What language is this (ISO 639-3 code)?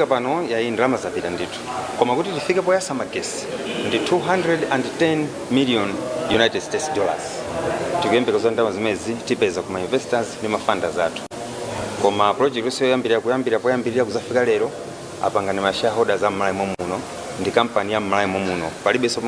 nya